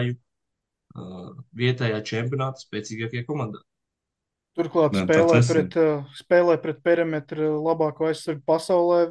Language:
Latvian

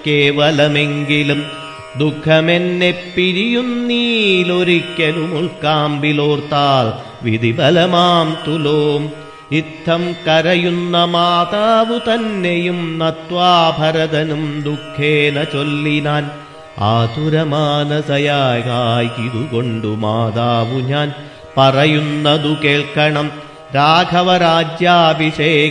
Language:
Malayalam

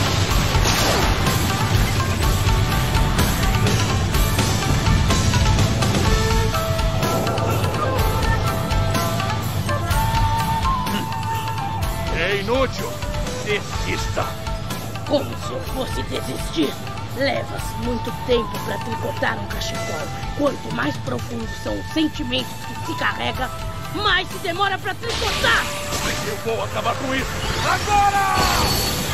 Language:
Portuguese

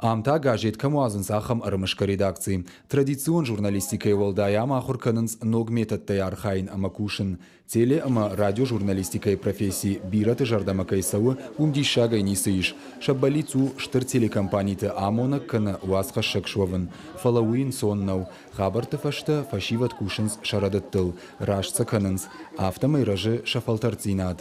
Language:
Ossetic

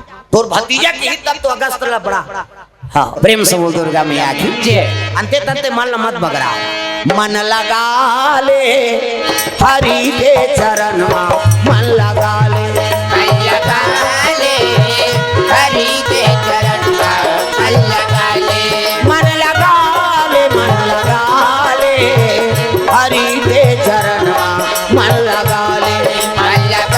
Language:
Chhattisgarhi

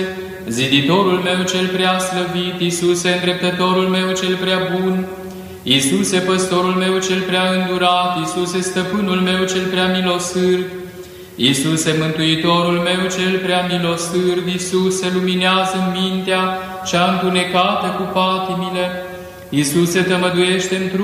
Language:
Romanian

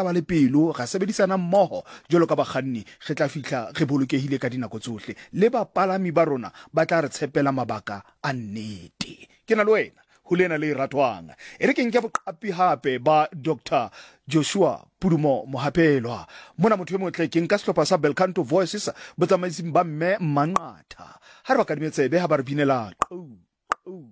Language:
Southern Sotho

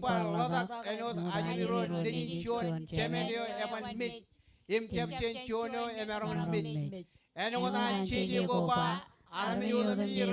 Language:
Marshallese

